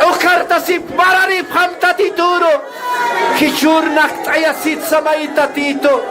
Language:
Aymara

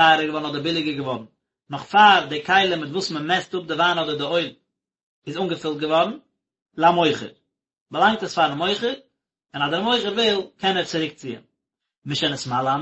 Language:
Yiddish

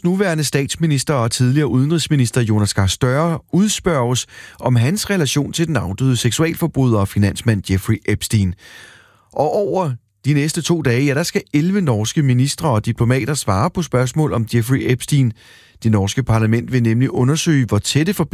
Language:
Danish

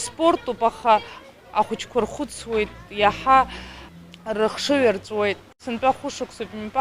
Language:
Abkhazian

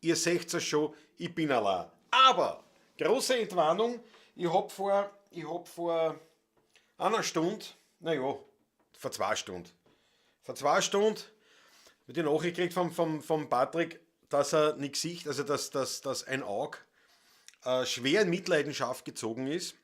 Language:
Bavarian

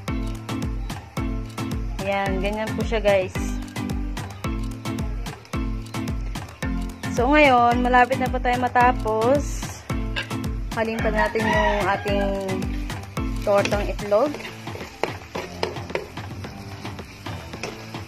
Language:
Filipino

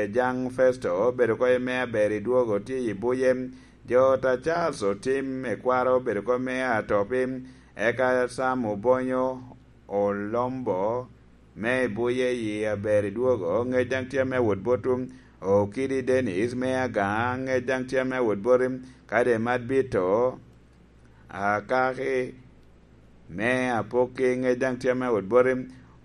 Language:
Lango (Uganda)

